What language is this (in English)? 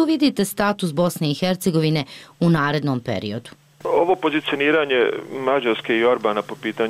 Bosnian